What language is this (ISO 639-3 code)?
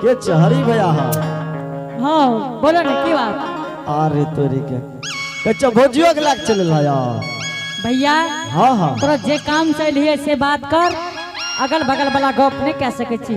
anp